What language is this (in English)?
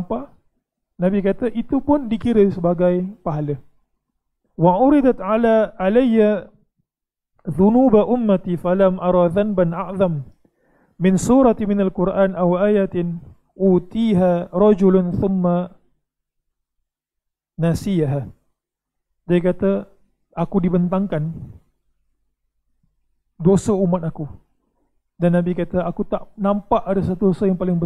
Malay